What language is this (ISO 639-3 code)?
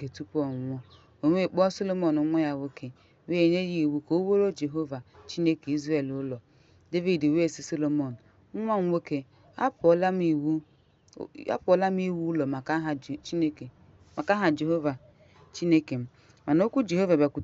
ibo